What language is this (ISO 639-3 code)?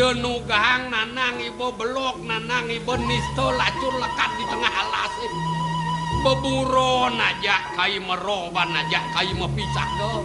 ban